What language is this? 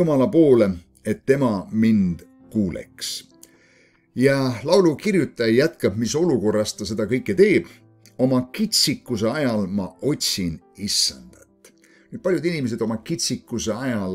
Estonian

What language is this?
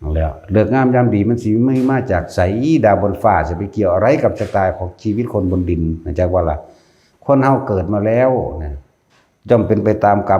Lao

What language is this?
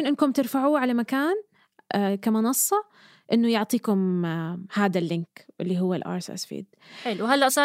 North Levantine Arabic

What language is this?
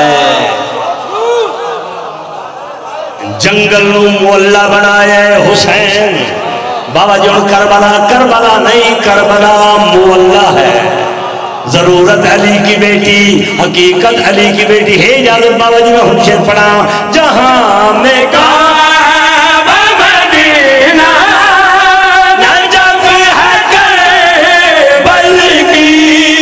Urdu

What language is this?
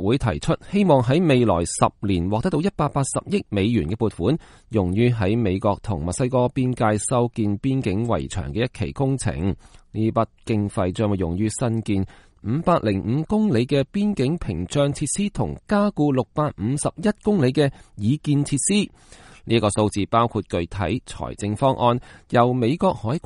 Cantonese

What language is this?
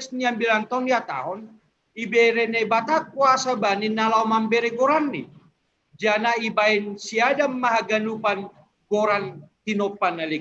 Batak Simalungun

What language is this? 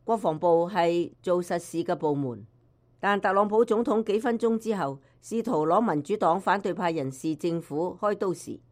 Cantonese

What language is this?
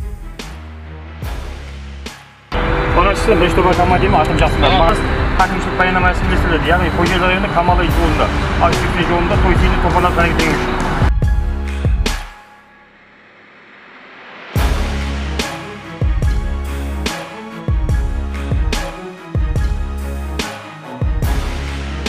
Kazakh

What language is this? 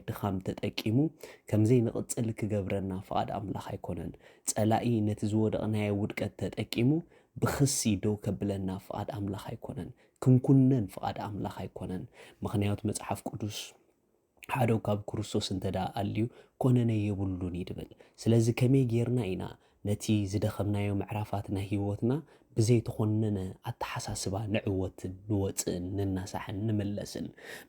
Tigrinya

